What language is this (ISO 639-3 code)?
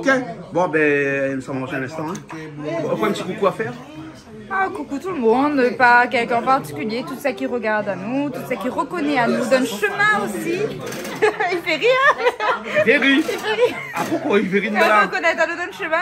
rcf